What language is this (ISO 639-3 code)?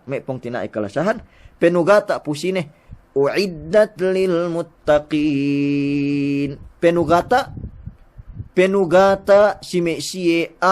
yka